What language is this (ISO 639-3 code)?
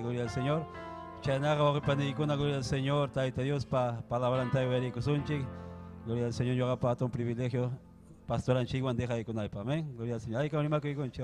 quy